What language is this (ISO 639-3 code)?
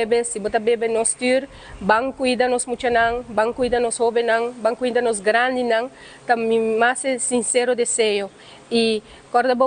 pap